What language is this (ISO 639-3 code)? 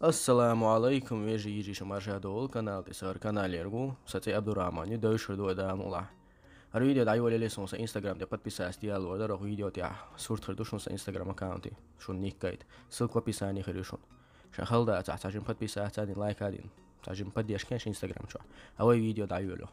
che